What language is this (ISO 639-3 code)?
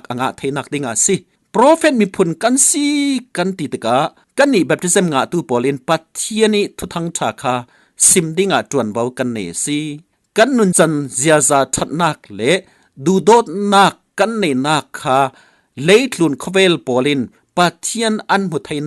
cfm